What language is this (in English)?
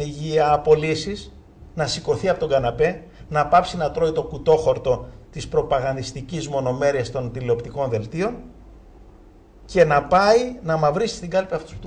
Greek